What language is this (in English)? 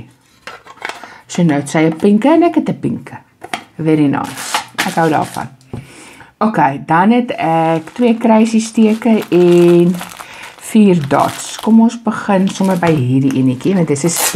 Afrikaans